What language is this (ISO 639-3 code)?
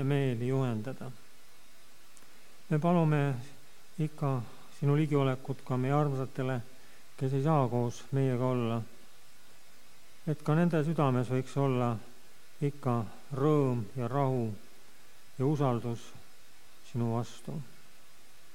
est